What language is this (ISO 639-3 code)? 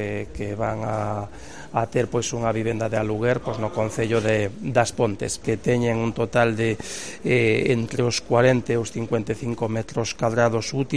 glg